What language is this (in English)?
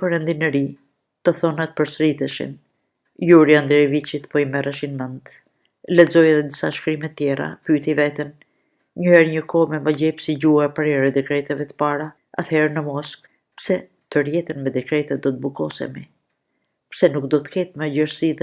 Albanian